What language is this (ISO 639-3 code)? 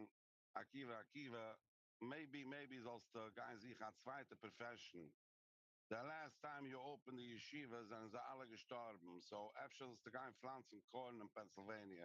yid